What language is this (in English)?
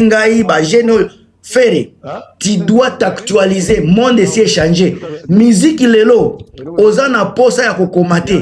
Lingala